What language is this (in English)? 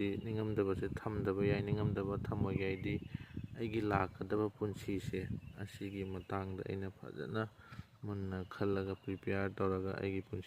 Manipuri